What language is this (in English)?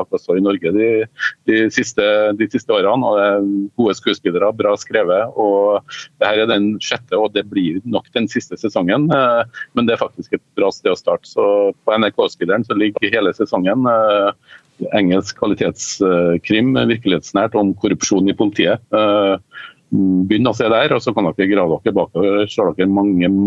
Norwegian